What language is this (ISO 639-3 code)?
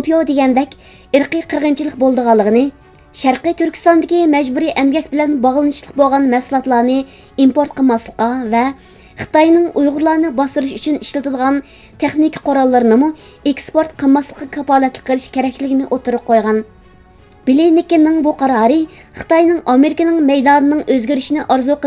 uig